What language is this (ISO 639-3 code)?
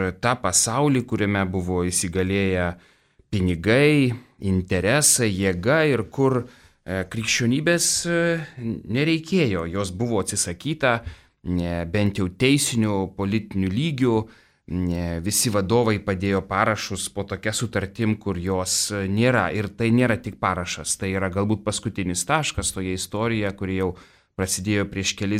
lit